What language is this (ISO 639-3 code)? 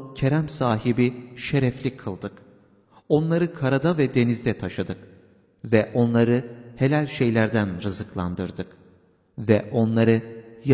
tur